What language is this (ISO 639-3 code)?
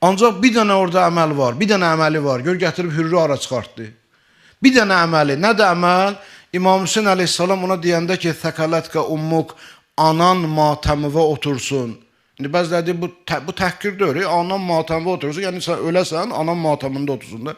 aze